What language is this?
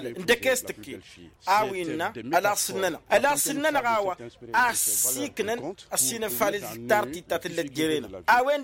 Tamasheq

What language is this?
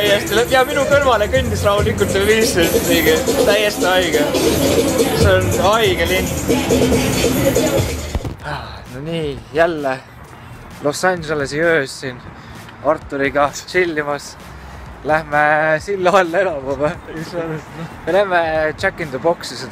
Estonian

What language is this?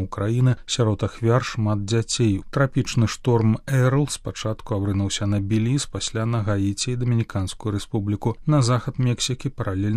Belarusian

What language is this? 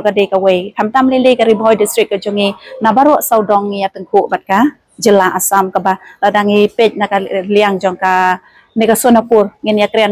Khasi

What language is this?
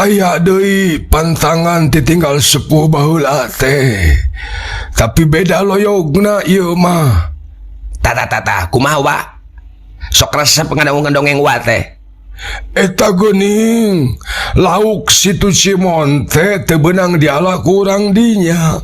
Sundanese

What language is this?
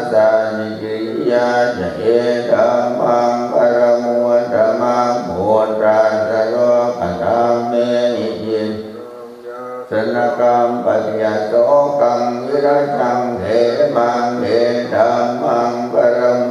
Pali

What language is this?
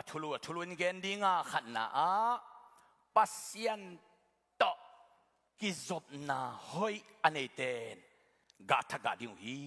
Tedim Chin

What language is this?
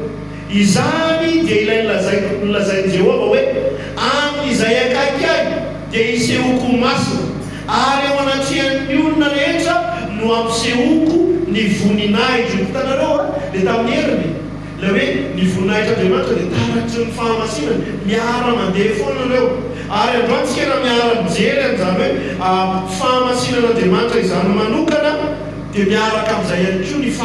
Malagasy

